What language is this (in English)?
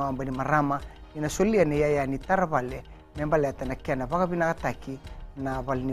Fijian